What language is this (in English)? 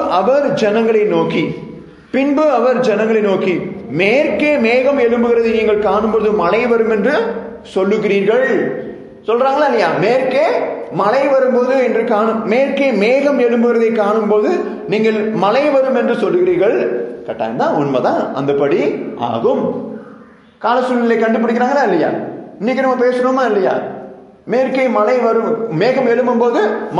Tamil